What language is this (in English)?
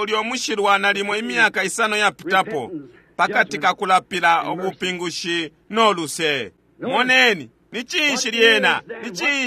Bemba